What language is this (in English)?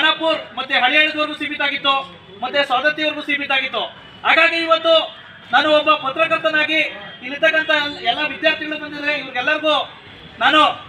Kannada